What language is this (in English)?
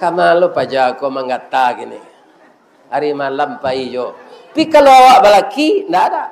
Minangkabau